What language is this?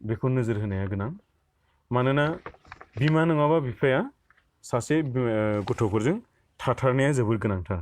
Bodo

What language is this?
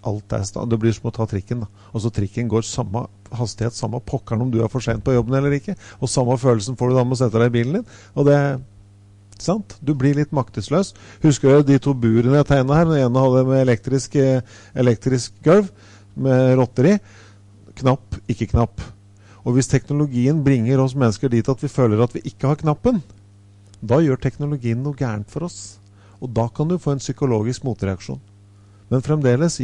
Norwegian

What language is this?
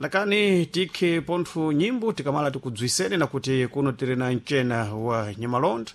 Sena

